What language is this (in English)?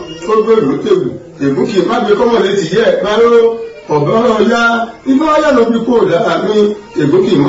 Yoruba